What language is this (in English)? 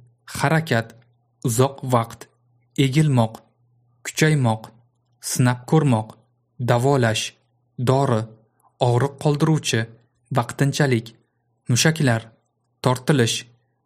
Uzbek